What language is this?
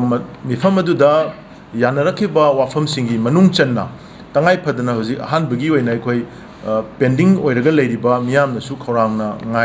Manipuri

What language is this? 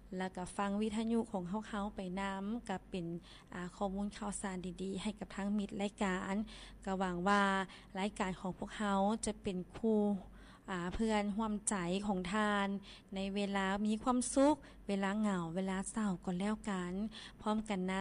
Lao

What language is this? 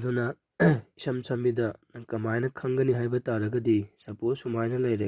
Manipuri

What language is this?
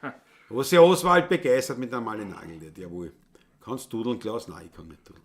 Bavarian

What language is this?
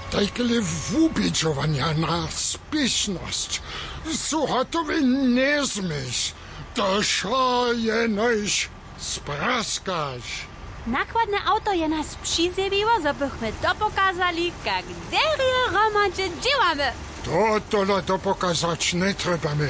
Upper Sorbian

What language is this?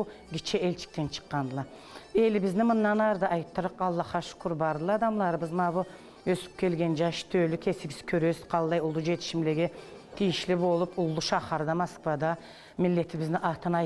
Karachay-Balkar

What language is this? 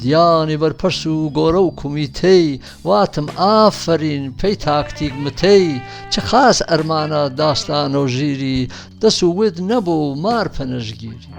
Gurani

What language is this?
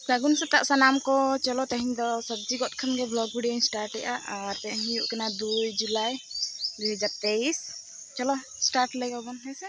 Santali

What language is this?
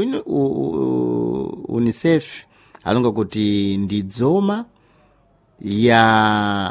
Sena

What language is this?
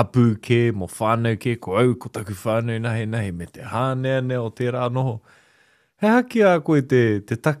Māori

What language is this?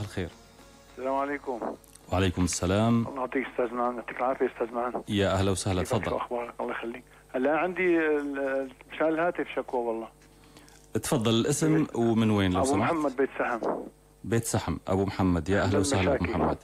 North Levantine Arabic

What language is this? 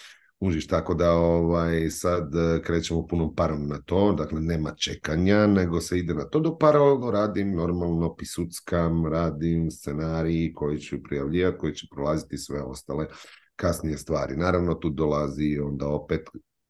Croatian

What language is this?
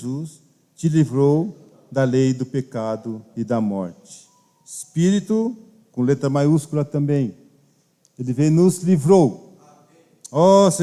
Portuguese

